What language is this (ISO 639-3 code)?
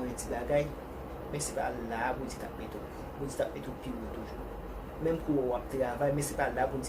hat